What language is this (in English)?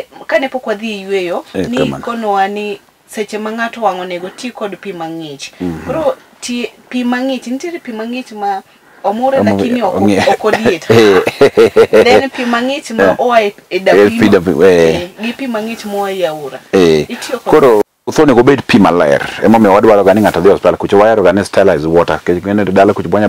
Luo (Kenya and Tanzania)